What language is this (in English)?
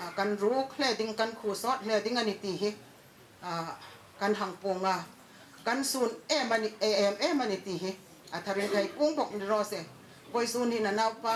Hmar